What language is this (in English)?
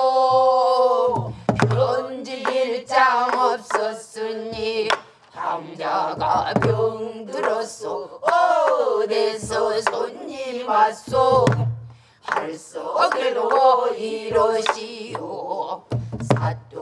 Korean